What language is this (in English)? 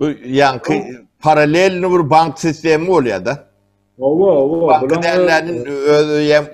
Turkmen